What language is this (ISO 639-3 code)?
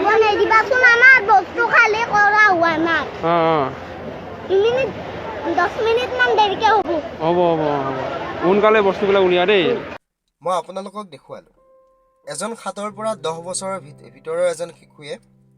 asm